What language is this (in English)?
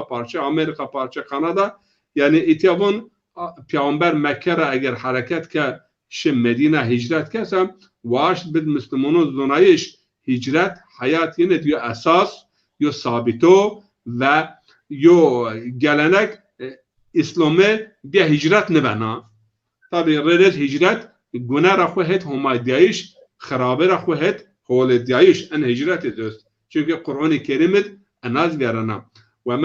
Zaza